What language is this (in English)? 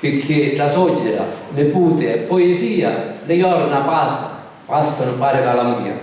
Sicilian